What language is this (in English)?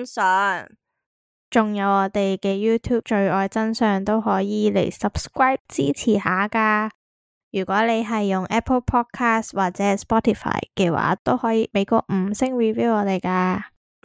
Cantonese